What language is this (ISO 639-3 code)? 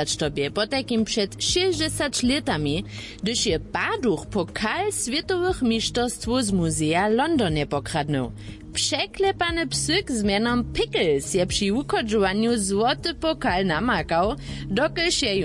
hsb